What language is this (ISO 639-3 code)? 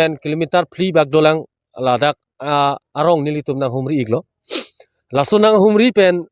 mjw